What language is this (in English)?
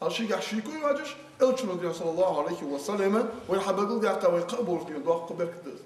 Ingush